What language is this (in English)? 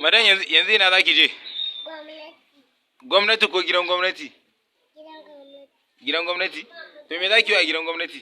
Hausa